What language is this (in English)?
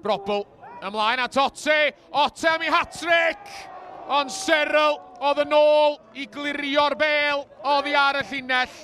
Welsh